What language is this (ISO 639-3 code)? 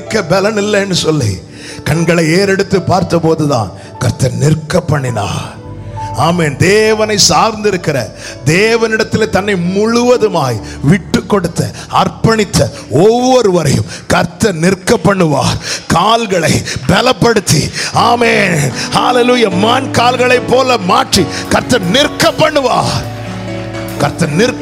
tam